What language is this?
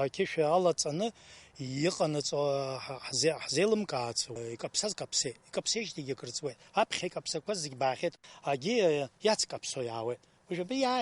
Abkhazian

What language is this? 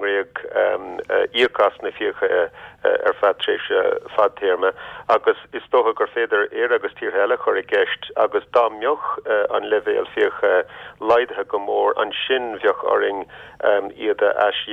Irish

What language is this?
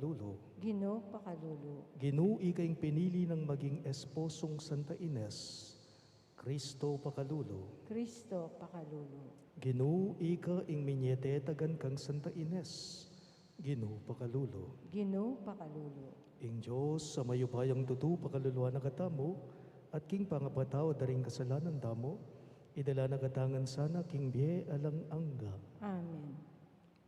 Pampanga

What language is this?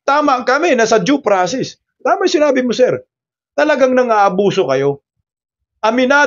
Filipino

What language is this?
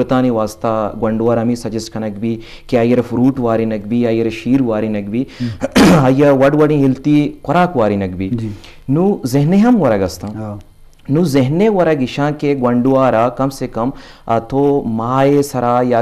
Eastern Balochi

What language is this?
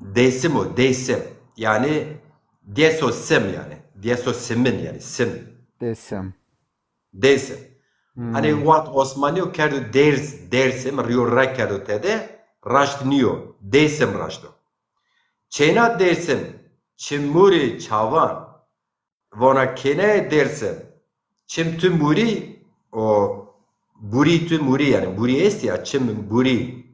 Zaza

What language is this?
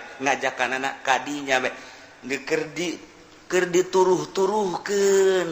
Sundanese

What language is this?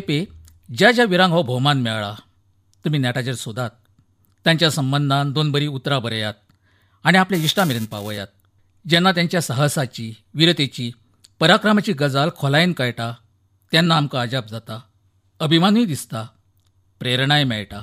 Konkani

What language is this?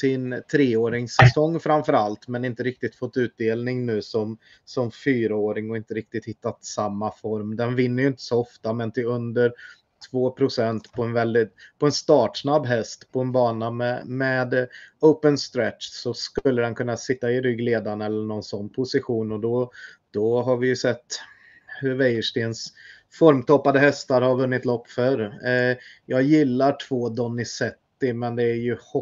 Swedish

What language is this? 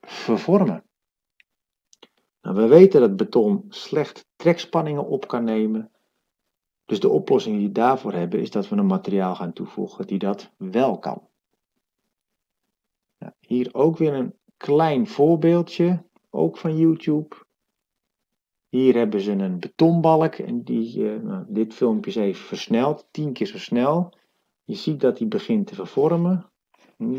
Dutch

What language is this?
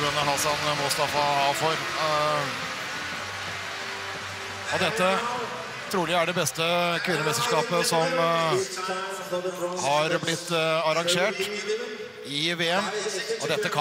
Norwegian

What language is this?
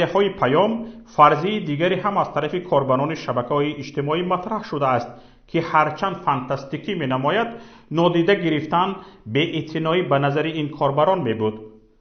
Tajik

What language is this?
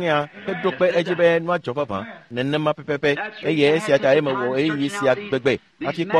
Ewe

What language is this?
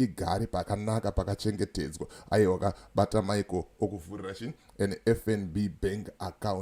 Shona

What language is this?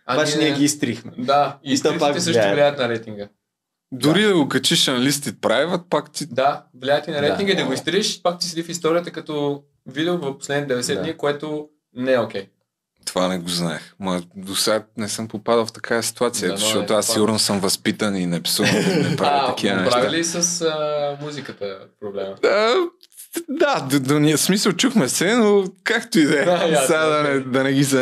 Bulgarian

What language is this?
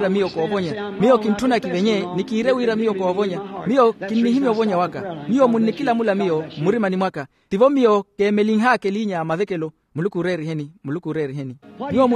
Makhuwa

